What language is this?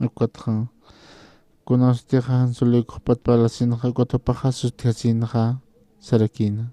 Aymara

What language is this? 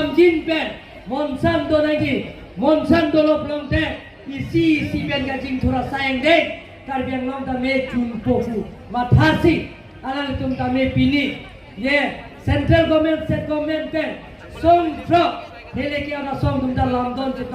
Karbi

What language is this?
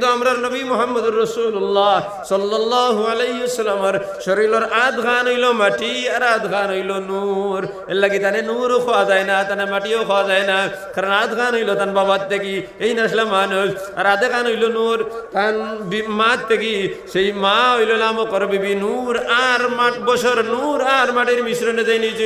Sylheti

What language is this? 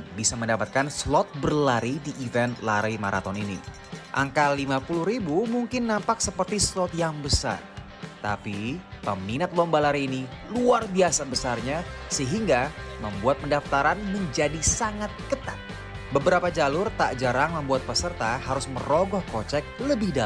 Indonesian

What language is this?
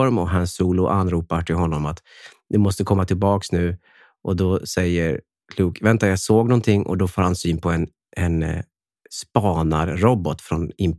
Swedish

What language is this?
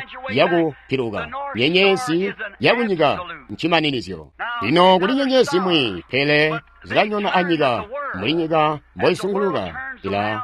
Tonga (Zambia)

